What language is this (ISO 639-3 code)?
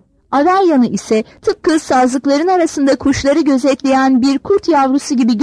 tur